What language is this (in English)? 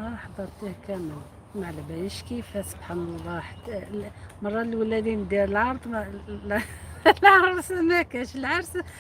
Algerian Arabic